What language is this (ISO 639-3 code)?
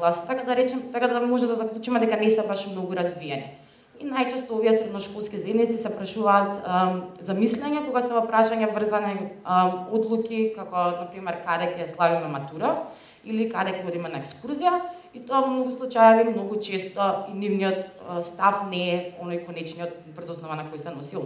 mkd